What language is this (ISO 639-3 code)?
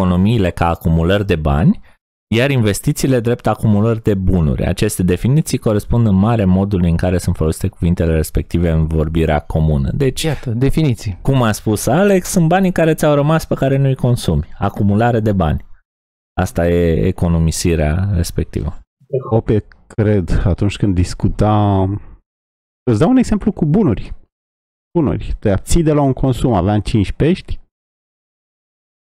ron